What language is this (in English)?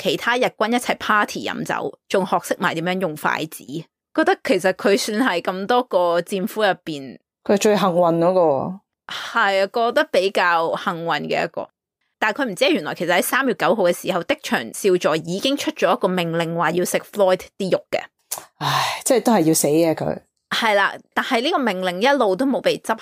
Cantonese